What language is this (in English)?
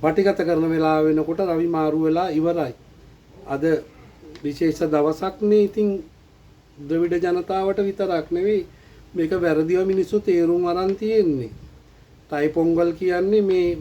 Sinhala